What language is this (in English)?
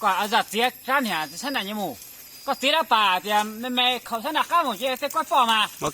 Hmong